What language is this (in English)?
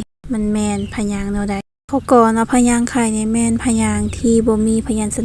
Lao